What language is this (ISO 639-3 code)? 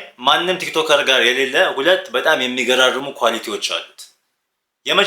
amh